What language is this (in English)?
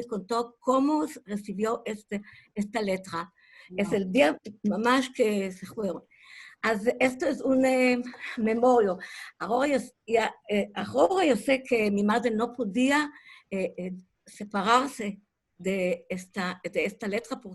Ladino